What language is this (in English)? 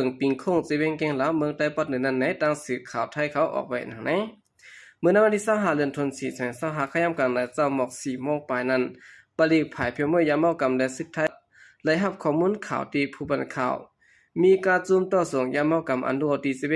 Shan